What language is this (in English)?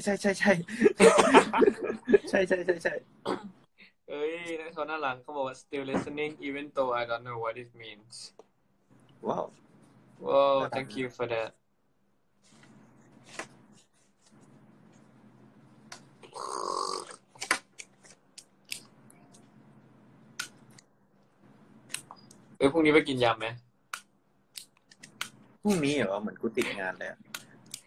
Thai